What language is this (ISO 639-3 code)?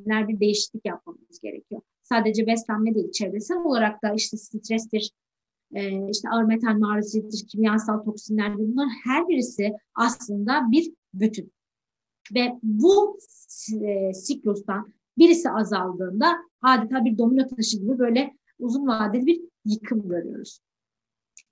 tur